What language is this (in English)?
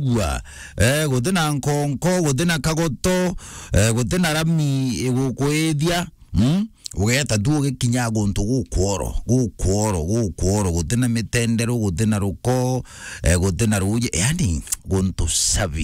Meru